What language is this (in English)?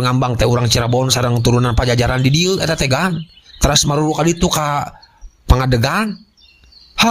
Sundanese